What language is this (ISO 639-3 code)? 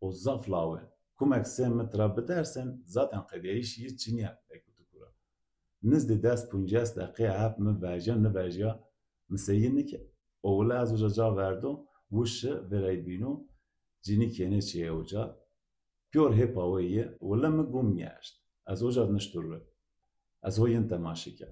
zza